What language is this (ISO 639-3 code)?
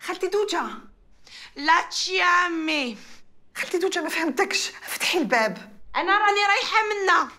arq